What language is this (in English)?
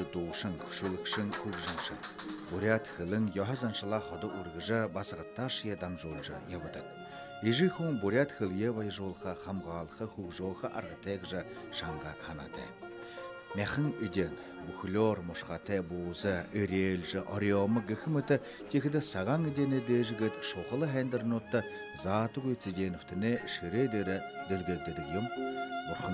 Buriat